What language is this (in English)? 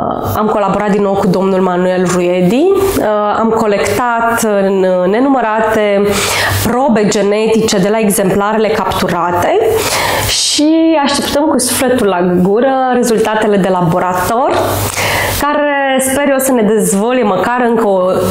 Romanian